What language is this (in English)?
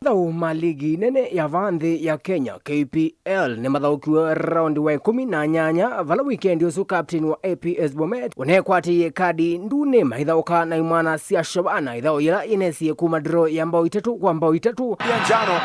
Kamba